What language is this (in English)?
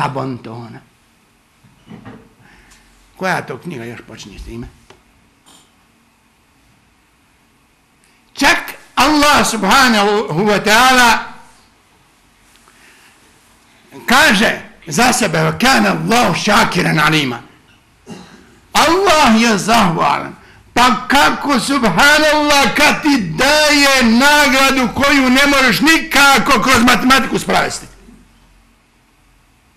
Bosnian